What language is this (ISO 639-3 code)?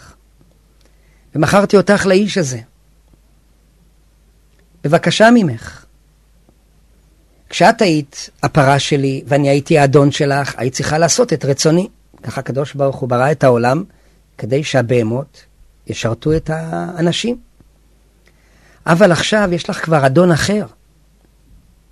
heb